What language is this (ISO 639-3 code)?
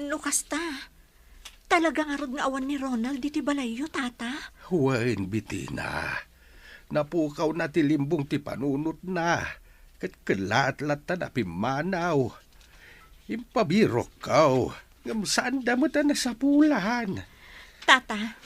ilo